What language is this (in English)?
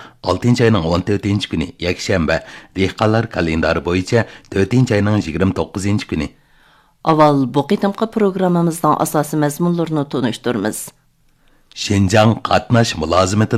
Uyghur